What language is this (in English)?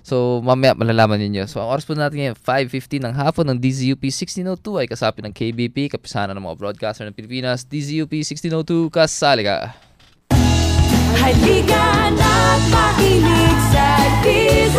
Filipino